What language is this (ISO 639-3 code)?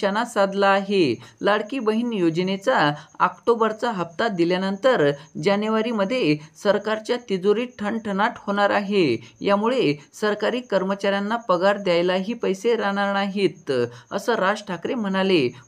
mar